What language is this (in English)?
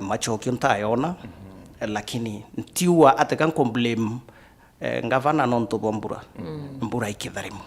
Meru